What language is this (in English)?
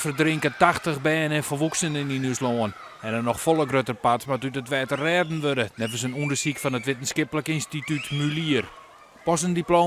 Western Frisian